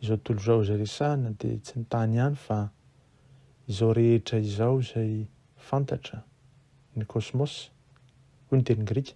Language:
Malagasy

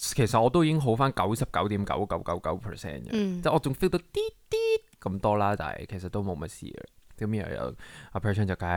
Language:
Cantonese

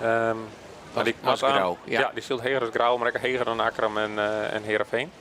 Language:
Western Frisian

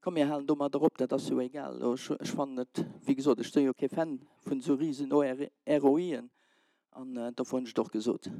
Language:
Luxembourgish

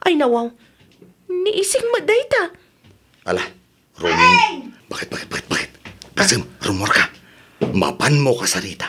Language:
Iloko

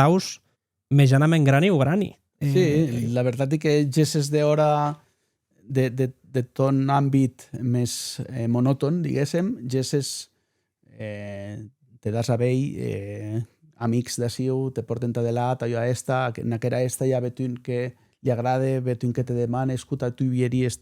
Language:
Occitan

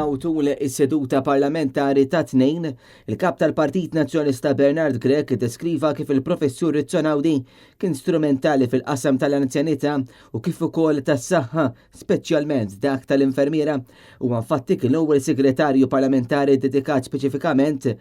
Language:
Maltese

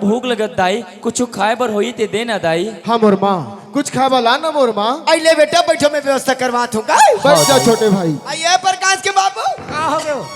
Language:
Chhattisgarhi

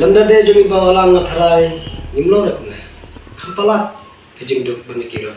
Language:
Khasi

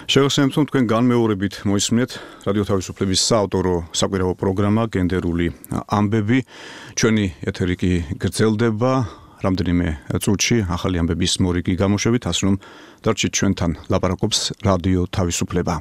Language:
Georgian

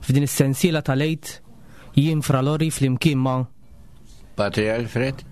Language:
Maltese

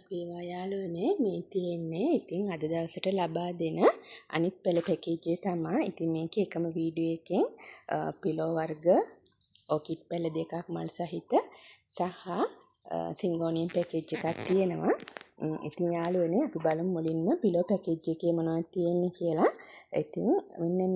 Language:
Sinhala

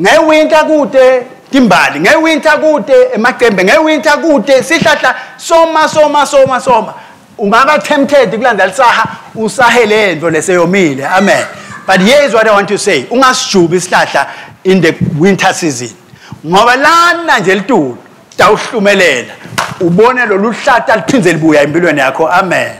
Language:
Swati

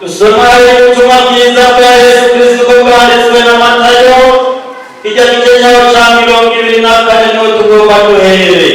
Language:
Rundi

